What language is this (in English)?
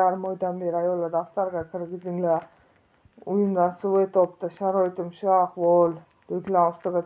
Uzbek